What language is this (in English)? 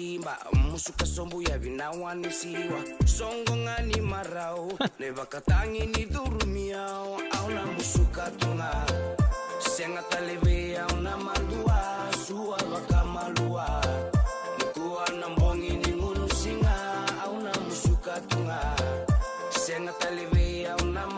Fijian